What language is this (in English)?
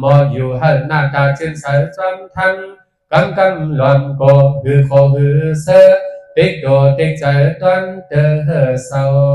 Shan